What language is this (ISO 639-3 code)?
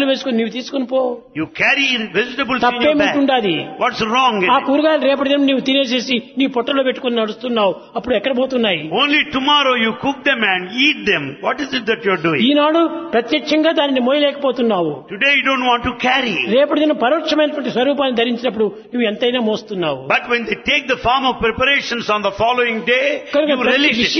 tel